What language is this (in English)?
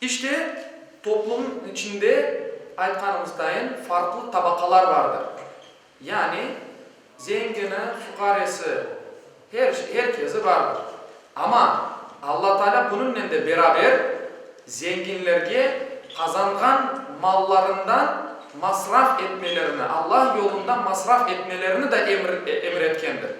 Crimean Tatar